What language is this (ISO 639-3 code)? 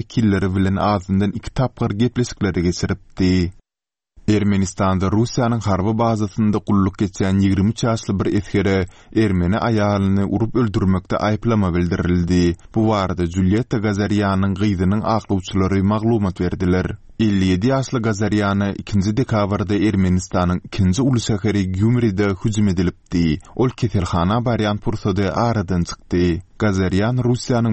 tuk